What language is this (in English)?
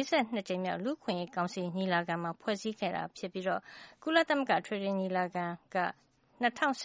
Burmese